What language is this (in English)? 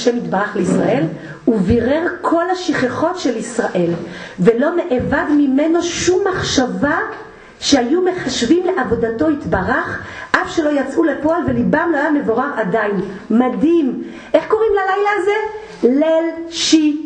Hebrew